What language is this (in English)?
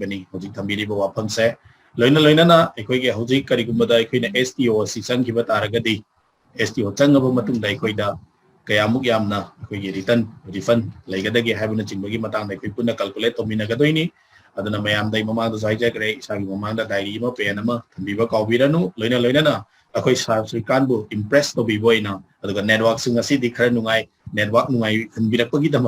Manipuri